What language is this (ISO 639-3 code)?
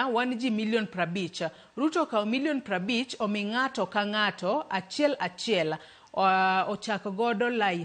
luo